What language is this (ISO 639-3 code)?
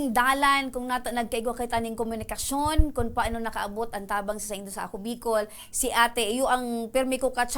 bik